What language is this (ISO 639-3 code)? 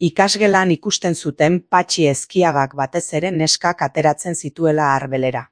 eus